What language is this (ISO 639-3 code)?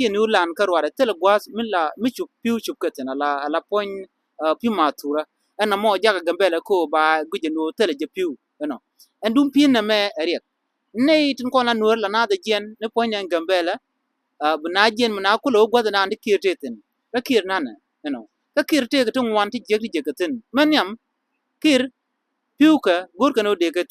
nus